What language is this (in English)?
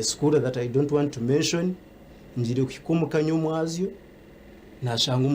Nyankole